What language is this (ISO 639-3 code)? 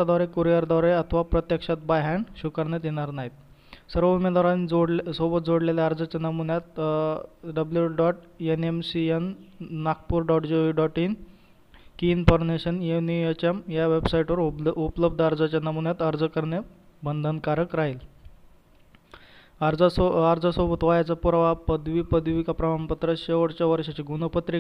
mar